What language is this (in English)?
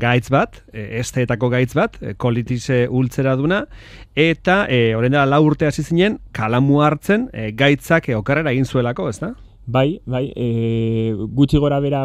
Basque